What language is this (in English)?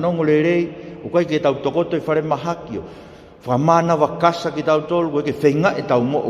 Tongan